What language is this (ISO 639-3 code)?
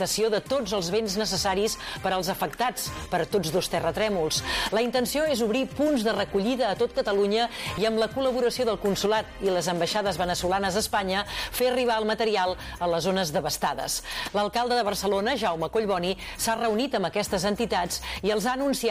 cat